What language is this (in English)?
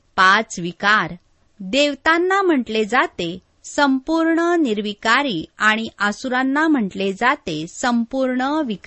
Marathi